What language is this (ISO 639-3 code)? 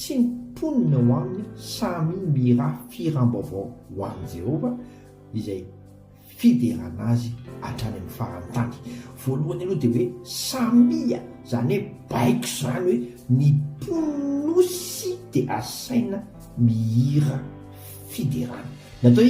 mlg